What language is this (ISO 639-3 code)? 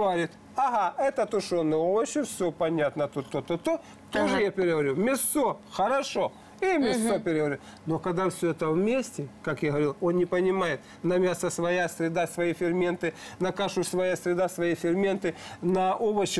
rus